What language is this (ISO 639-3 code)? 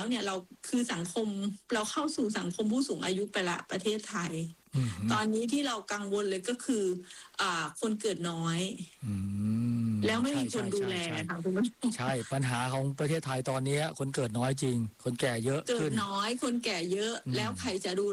tha